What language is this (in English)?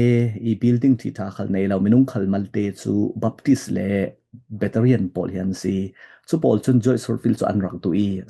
Falam Chin